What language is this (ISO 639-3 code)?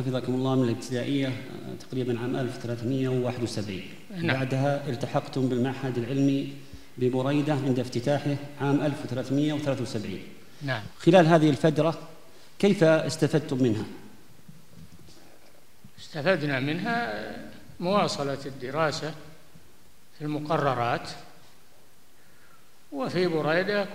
ara